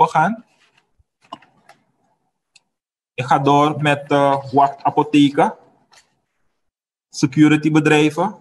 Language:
Dutch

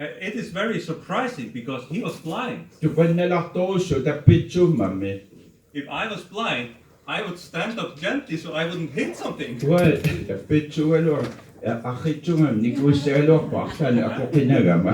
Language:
Kalaallisut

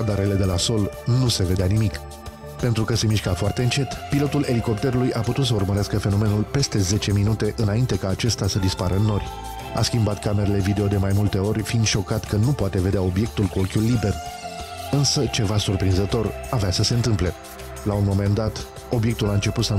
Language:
Romanian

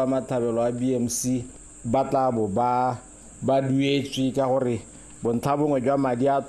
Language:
Tswana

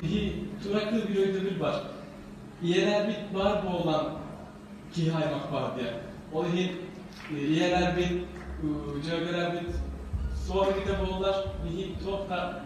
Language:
Yakut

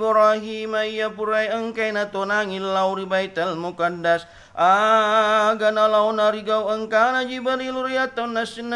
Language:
Buginese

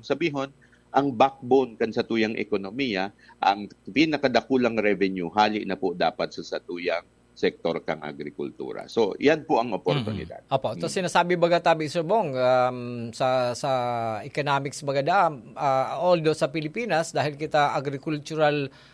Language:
Bikol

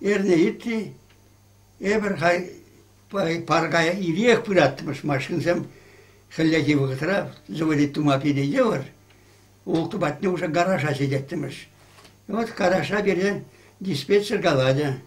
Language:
Chuvash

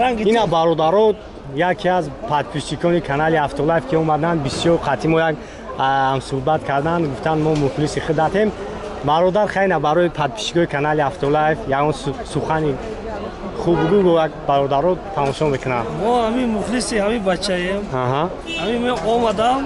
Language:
Tajik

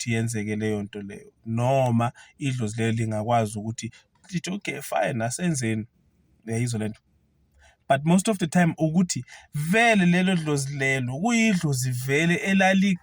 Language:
Zulu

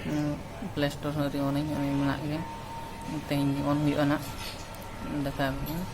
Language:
Santali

